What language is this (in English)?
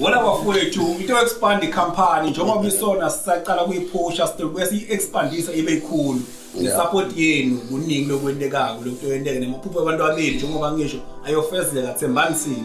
Zulu